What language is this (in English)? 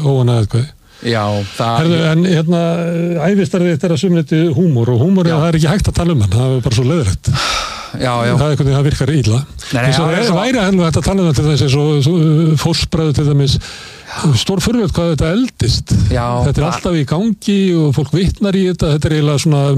Icelandic